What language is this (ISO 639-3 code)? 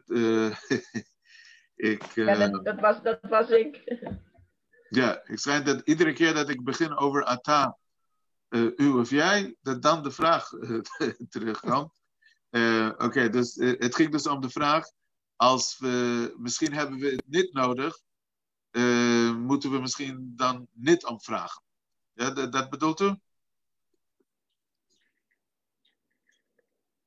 nld